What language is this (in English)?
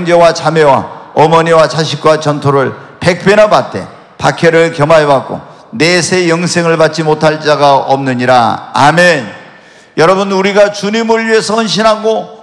Korean